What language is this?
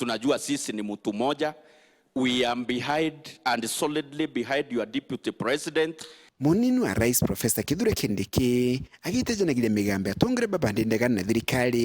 Meru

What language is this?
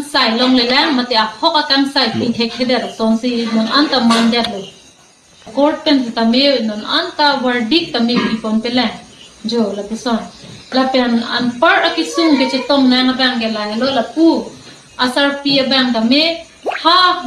Karbi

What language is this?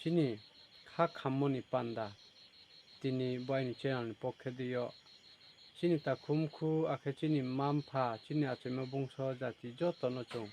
Riang (India)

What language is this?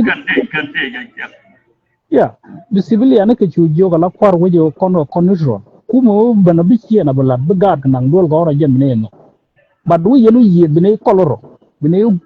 Nuer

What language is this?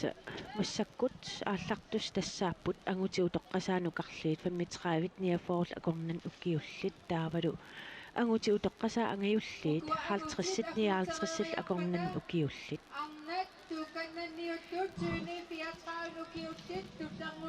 Kalaallisut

